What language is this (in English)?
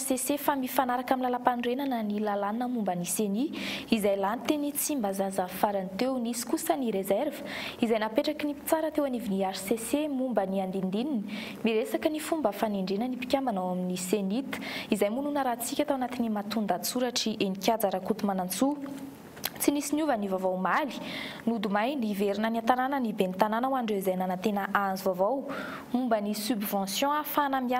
Malagasy